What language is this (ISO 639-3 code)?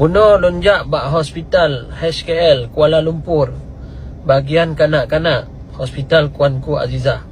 ace